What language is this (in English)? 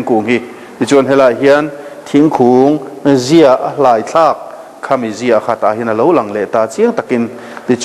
Mizo